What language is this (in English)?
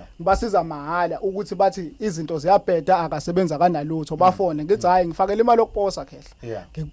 Zulu